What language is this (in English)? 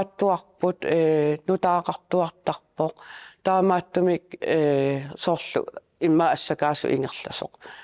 Kalaallisut